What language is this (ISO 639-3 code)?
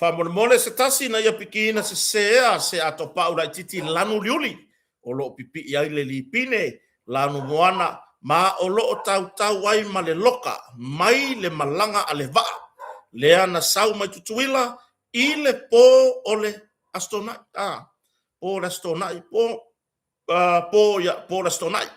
smo